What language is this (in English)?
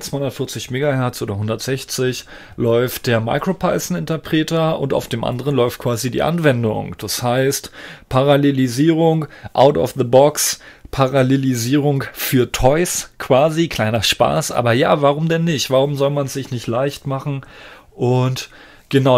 German